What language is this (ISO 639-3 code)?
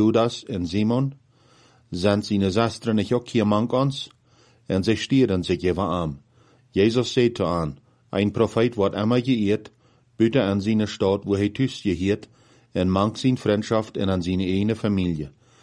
pdt